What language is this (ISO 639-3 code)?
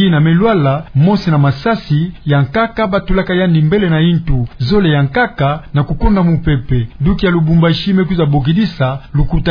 ktu